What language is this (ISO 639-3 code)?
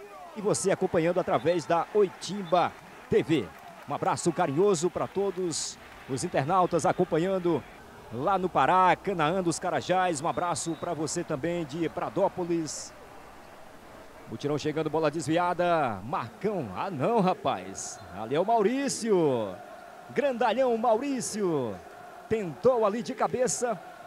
por